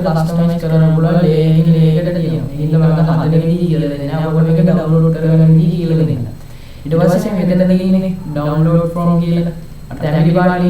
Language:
Sinhala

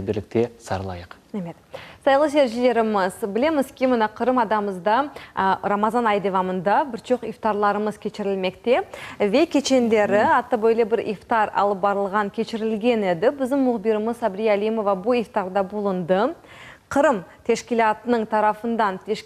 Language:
Crimean Tatar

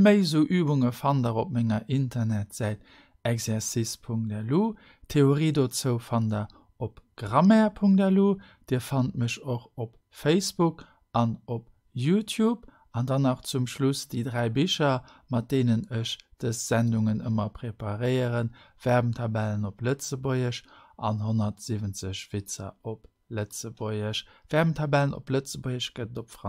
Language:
Luxembourgish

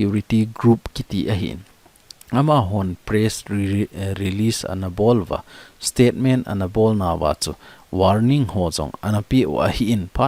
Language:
Thado Chin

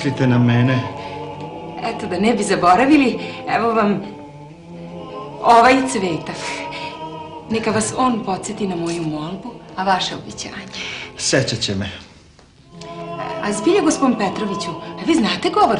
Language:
Serbian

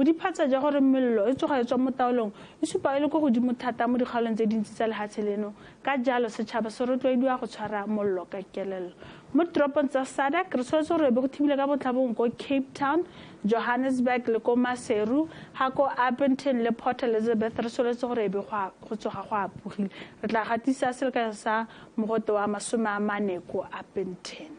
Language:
Tswana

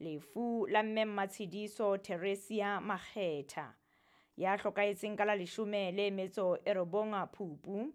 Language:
Southern Sotho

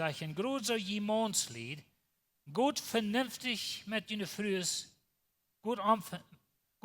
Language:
Plautdietsch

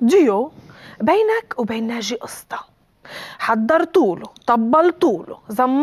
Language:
North Levantine Arabic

